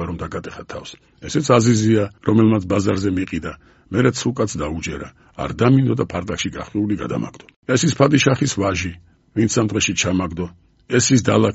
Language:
Georgian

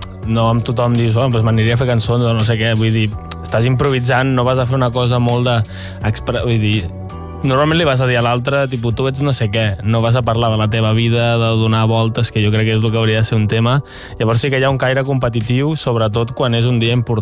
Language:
Catalan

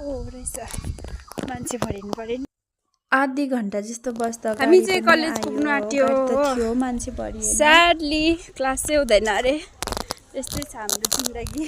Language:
Nepali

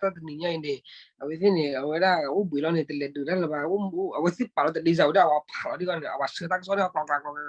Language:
S'gaw Karen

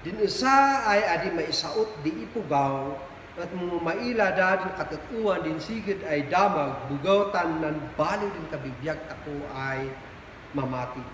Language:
Kankanaey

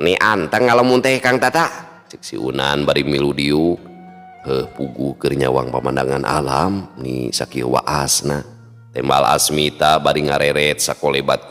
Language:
Sundanese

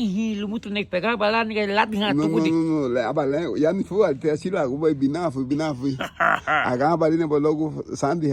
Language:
Garifuna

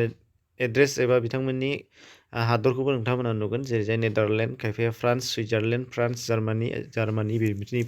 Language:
Bodo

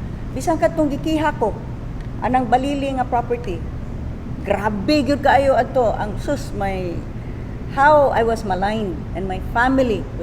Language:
Cebuano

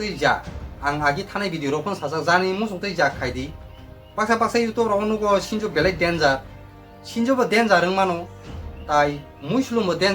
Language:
Kok Borok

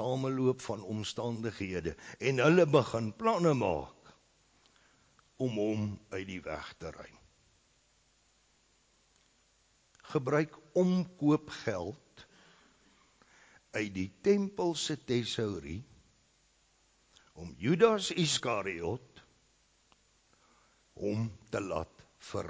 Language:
Afrikaans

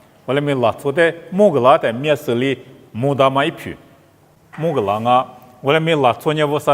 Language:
Lisu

